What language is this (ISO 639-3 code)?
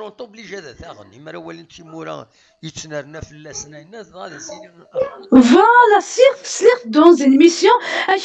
kab